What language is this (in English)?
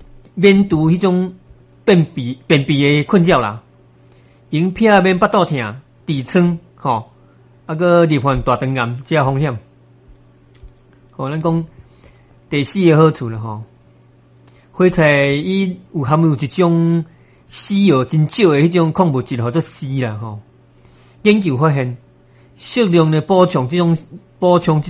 Min Nan Chinese